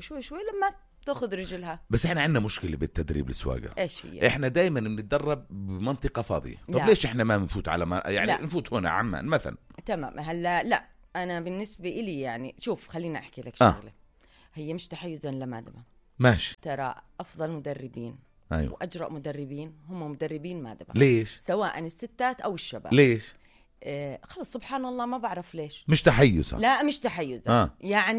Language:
North Levantine Arabic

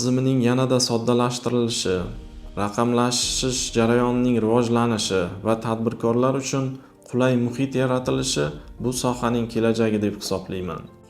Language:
Uzbek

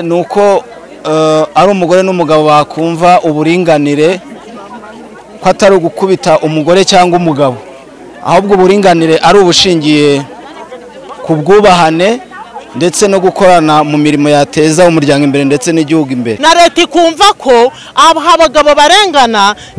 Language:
Kinyarwanda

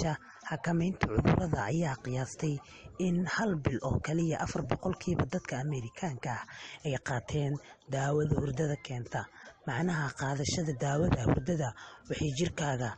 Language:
Somali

